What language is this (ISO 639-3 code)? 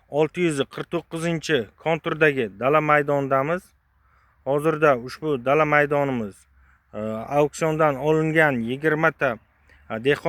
uzb